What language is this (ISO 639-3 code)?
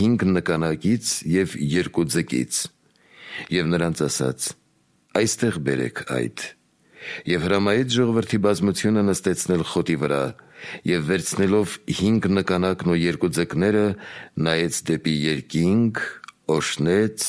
hye